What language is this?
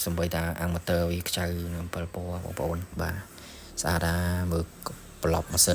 Khmer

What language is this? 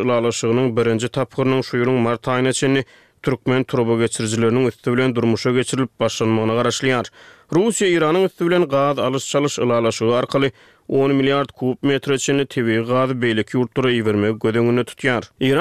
Turkmen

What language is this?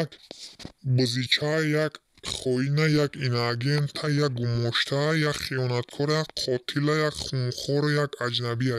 Tajik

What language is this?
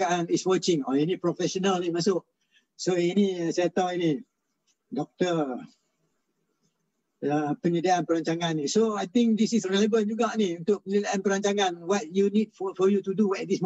Malay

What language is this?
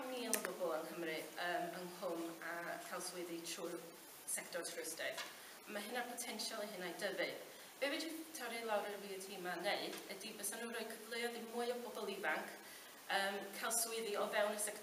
Welsh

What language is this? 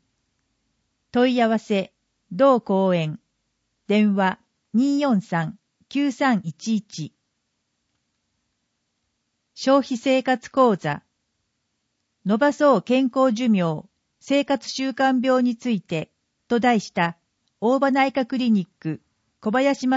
Japanese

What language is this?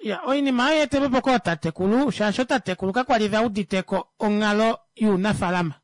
Kuanyama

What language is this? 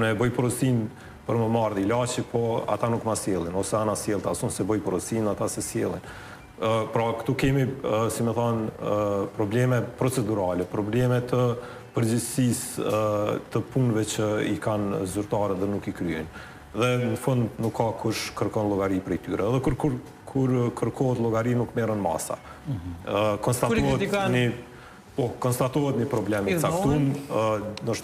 Albanian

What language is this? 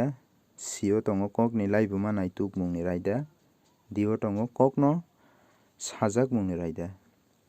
Kok Borok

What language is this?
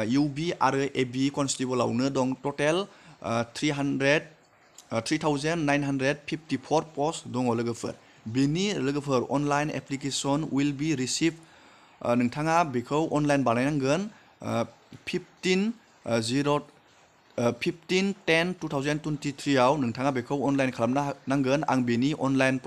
Bodo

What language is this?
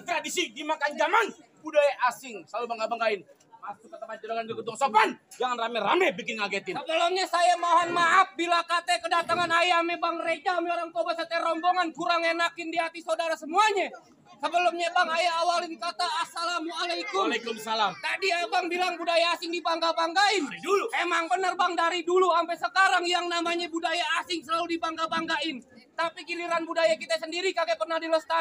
Betawi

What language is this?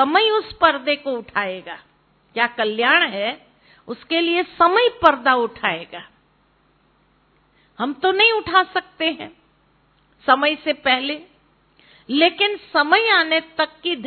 Hindi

